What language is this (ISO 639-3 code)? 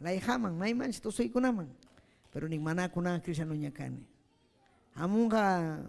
quy